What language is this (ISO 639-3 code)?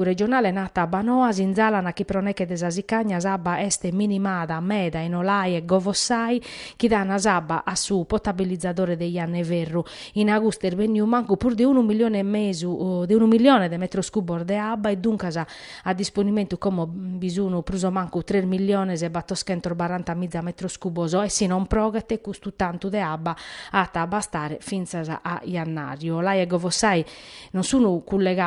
srd